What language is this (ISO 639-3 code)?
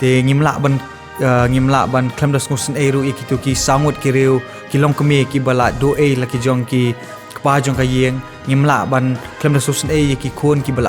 kha